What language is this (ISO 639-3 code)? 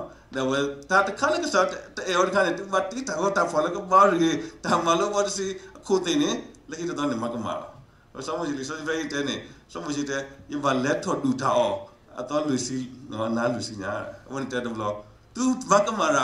ksw